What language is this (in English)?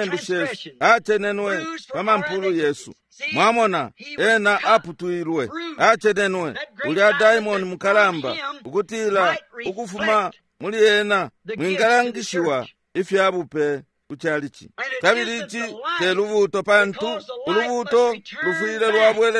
Bemba